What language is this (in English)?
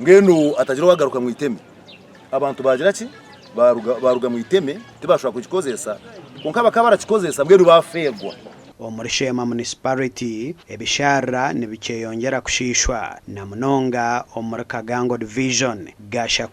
Nyankole